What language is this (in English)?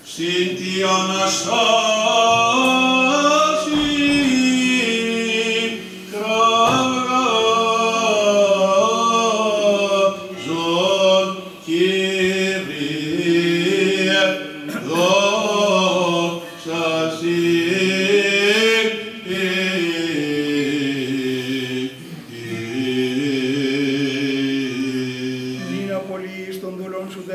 Greek